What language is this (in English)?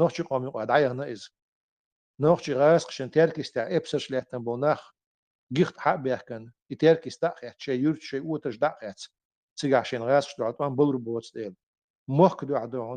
Chechen